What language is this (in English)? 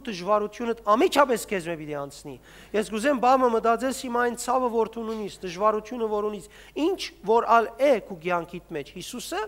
Western Armenian